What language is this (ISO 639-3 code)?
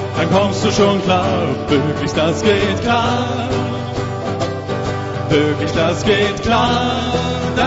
deu